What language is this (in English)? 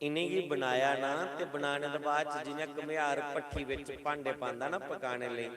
Dogri